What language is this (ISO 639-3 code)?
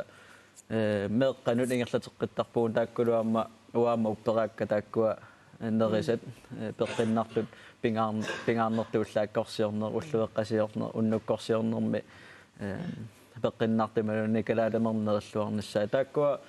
kal